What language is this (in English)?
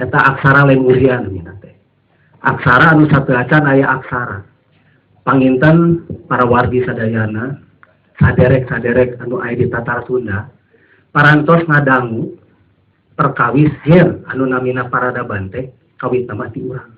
Sundanese